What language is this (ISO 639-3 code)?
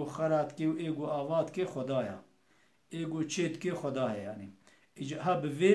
kur